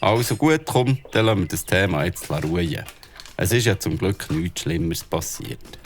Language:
Swiss German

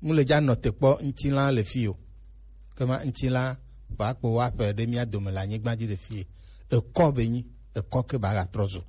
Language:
Gen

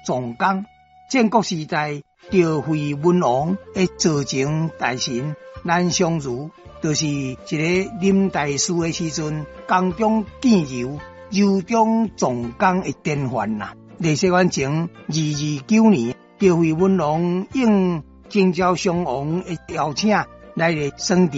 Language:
Min Nan Chinese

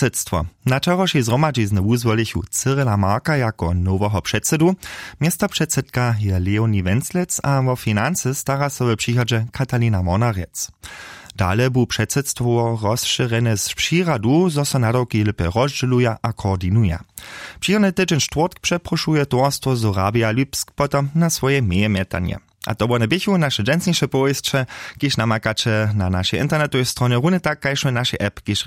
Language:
Upper Sorbian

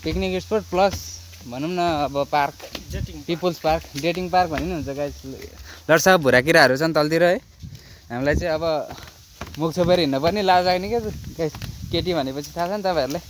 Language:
Nepali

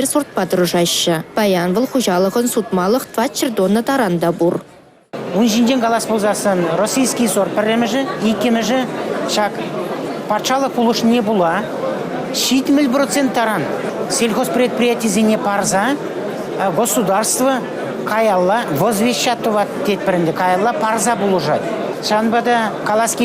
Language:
Chuvash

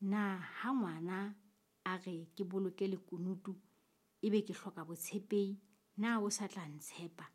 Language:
Southern Sotho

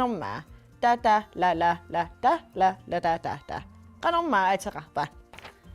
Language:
Kalaallisut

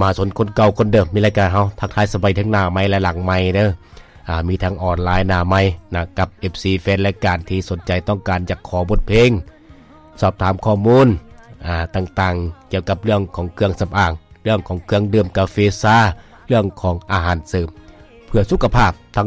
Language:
Lao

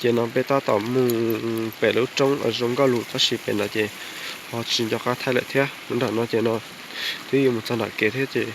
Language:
Hmong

